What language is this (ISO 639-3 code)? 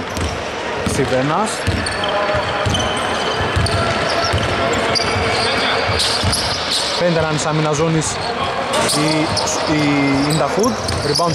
ell